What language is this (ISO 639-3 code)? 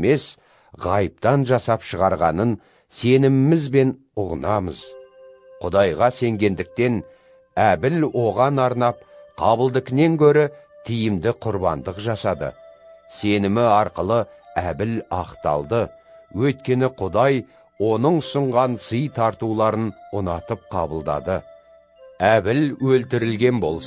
kaz